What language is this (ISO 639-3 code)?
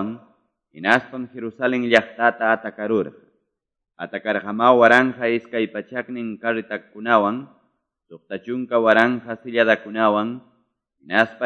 que